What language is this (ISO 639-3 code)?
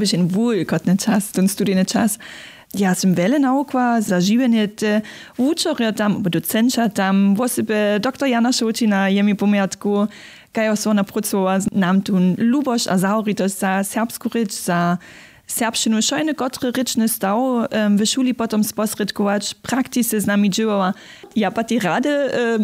hsb